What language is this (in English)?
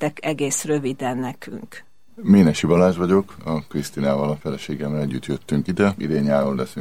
Hungarian